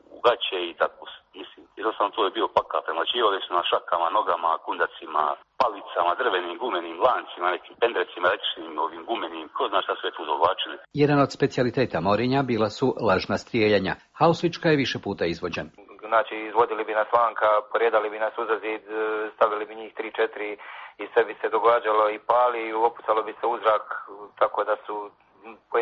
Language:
Croatian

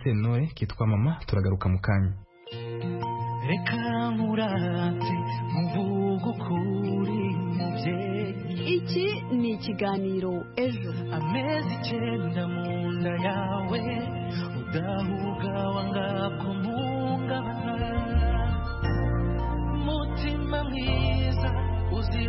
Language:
Kinyarwanda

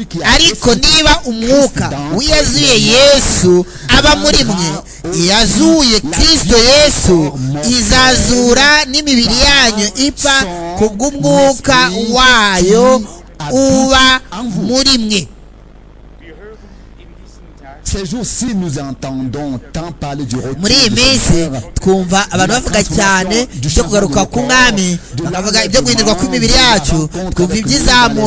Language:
Kinyarwanda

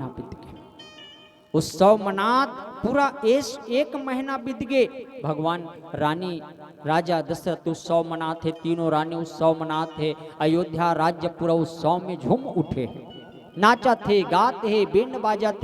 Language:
Chhattisgarhi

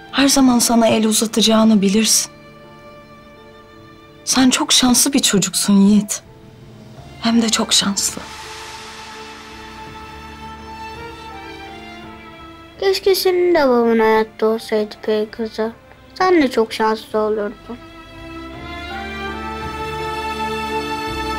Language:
Turkish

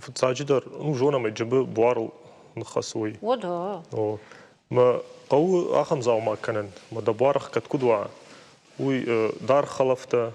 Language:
Ossetic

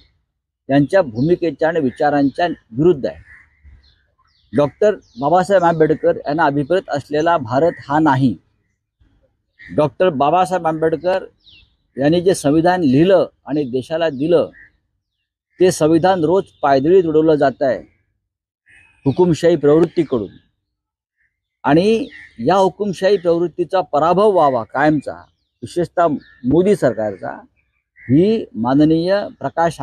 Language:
Marathi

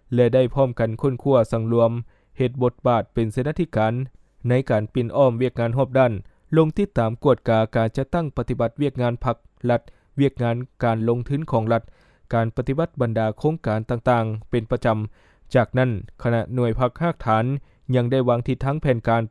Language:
Lao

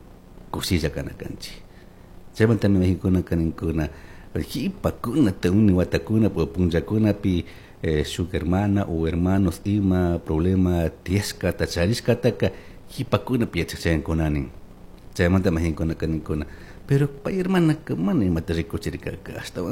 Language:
Chimborazo Highland Quichua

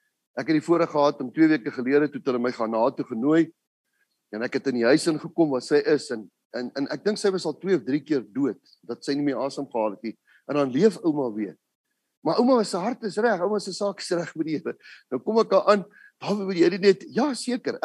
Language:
Afrikaans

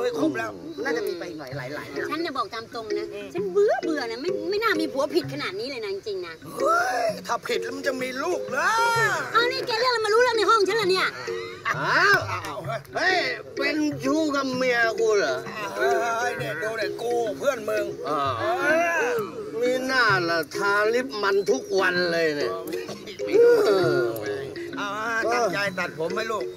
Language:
Thai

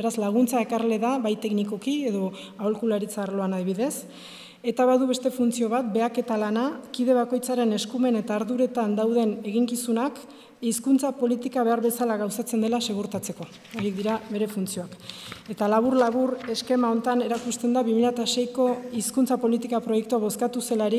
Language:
Basque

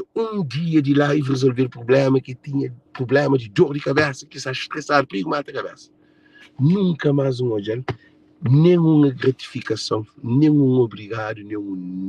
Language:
Kabuverdianu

